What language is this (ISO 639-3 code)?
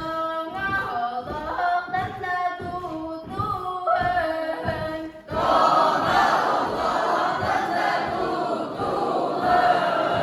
sah